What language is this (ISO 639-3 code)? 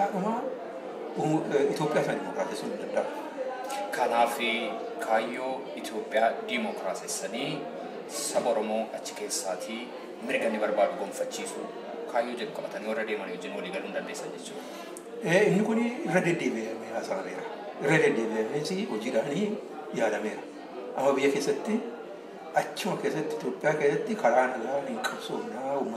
orm